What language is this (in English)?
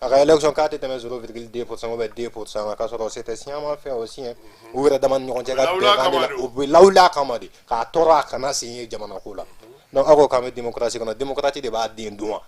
Bambara